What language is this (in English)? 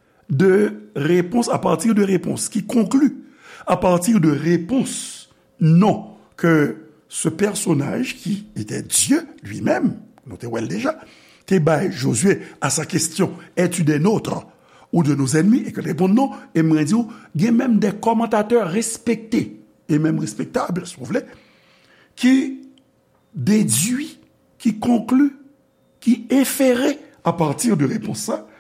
Haitian Creole